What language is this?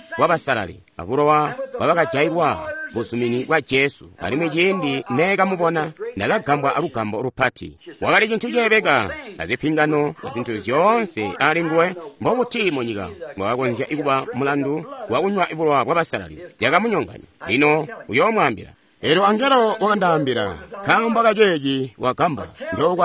Tonga (Zambia)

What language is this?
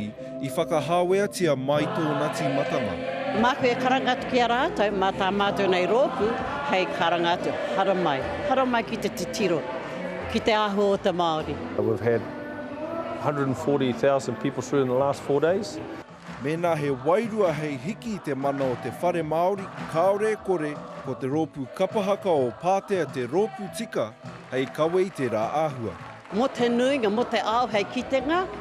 Māori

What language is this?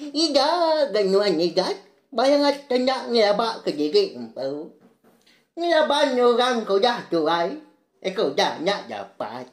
Iban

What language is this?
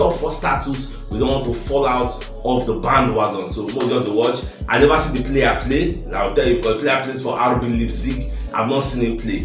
Nigerian Pidgin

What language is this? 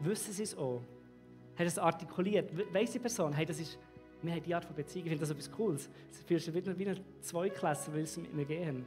Swiss German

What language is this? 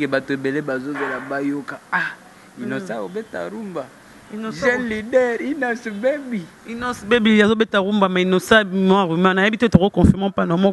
Lingala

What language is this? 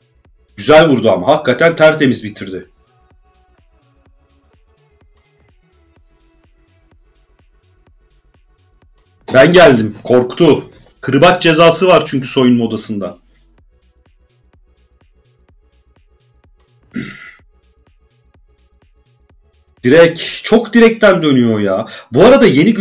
Turkish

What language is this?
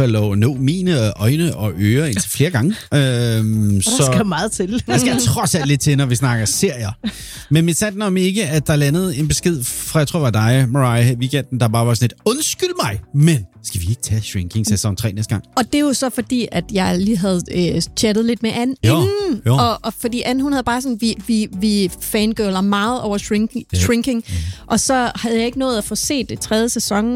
Danish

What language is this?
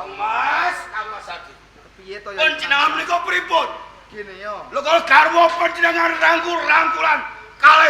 Javanese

